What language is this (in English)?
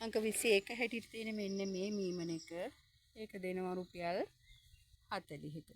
Sinhala